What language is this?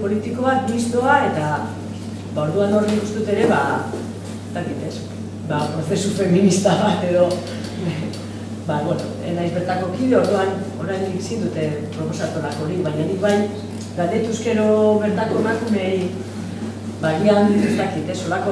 Basque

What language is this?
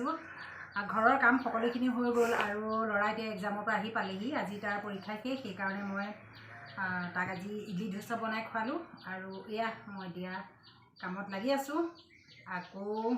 Assamese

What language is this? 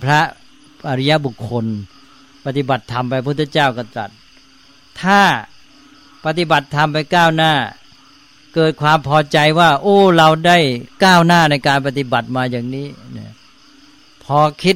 Thai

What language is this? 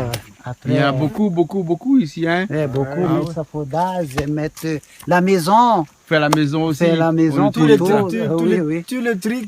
Réunion Creole French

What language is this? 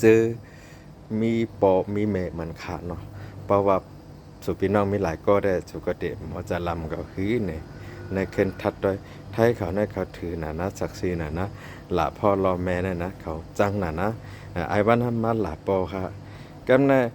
Shan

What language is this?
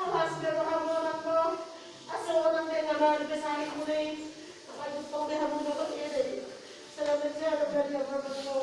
Batak Toba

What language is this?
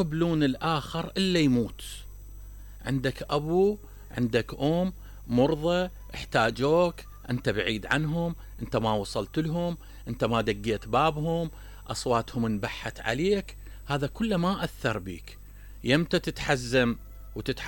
Mesopotamian Arabic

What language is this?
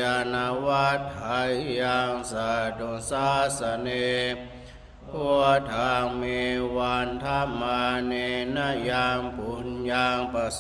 Pali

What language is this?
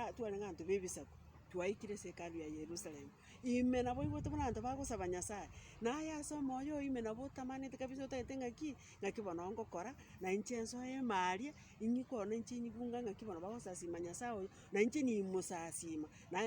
Gusii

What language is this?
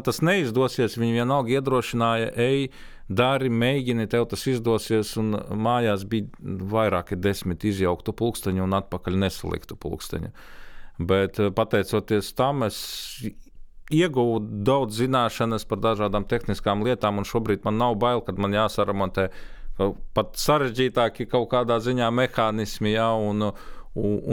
Latvian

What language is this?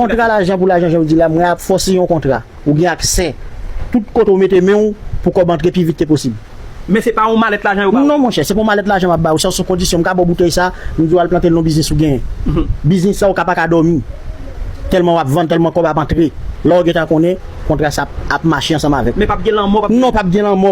Haitian Creole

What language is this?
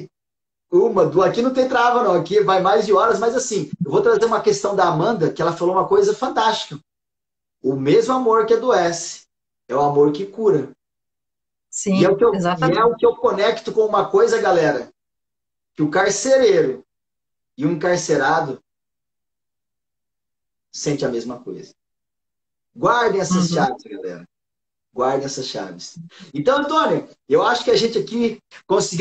Portuguese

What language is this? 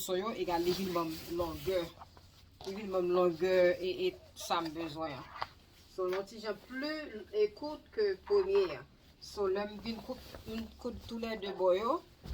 Haitian Creole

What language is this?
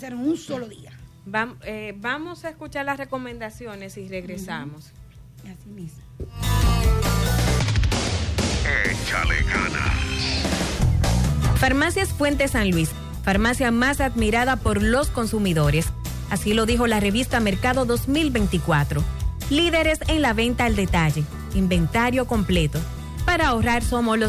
Spanish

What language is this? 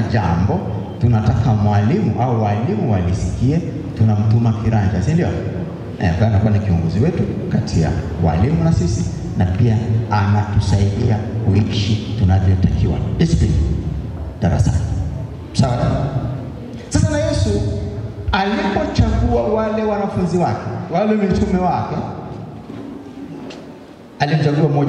Swahili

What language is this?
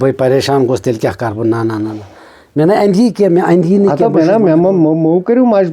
Kashmiri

